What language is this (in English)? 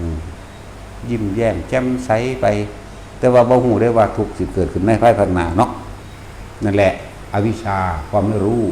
Northeastern Thai